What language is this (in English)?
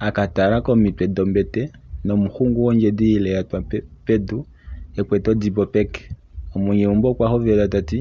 Kuanyama